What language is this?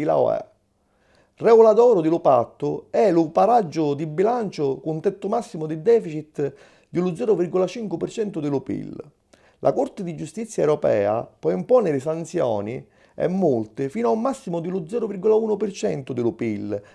Sicilian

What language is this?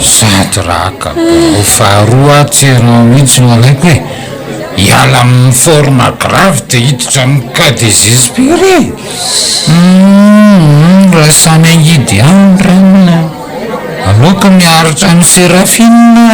Malagasy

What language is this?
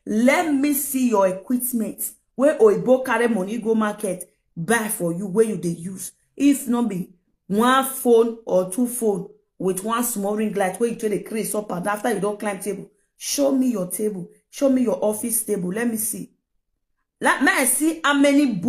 Nigerian Pidgin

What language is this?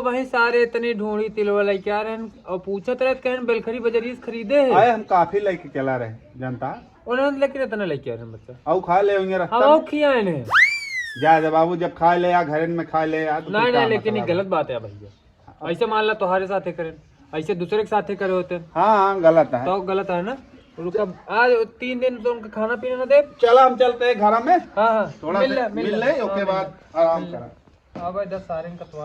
Awadhi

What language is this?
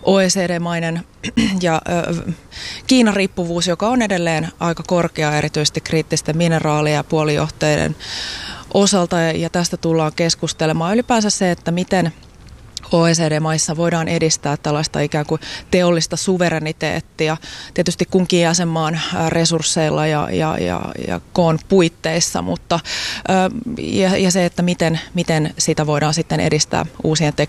Finnish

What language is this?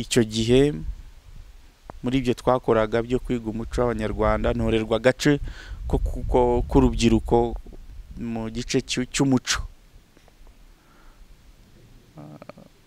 Kinyarwanda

